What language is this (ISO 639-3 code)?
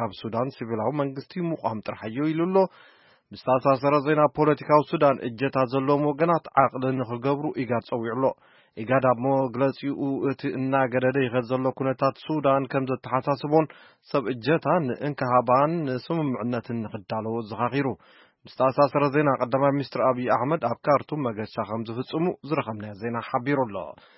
tir